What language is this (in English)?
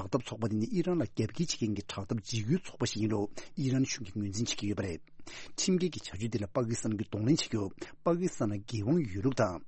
Tibetan